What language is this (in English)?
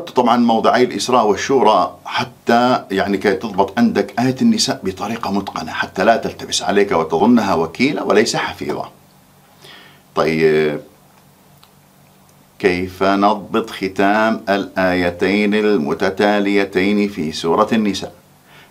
Arabic